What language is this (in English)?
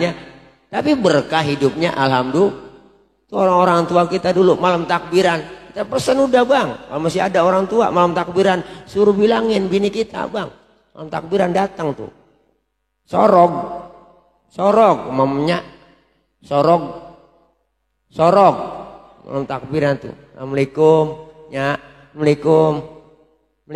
Betawi